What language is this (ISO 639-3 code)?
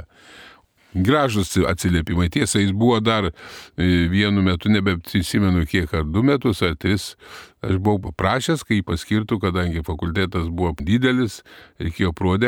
lit